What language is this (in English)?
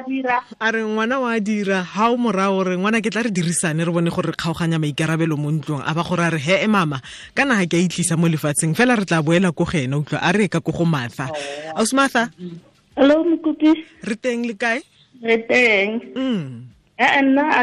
Tswana